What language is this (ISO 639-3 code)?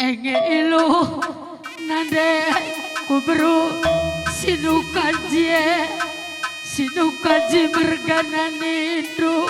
btx